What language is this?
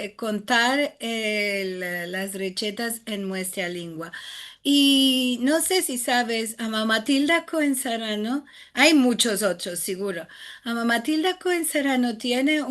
Ladino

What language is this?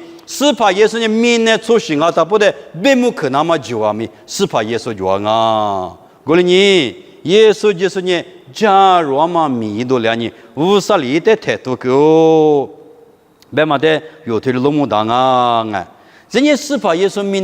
Lisu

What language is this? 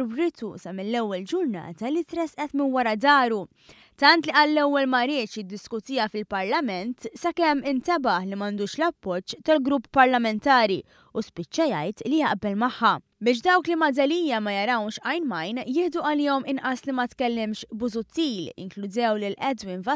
Maltese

